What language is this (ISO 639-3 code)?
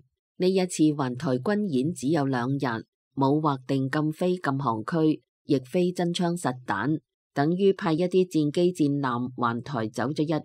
yue